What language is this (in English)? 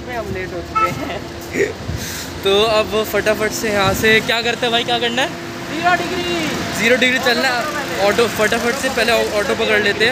Hindi